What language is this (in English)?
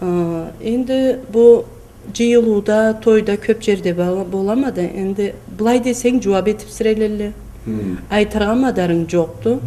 Karachay-Balkar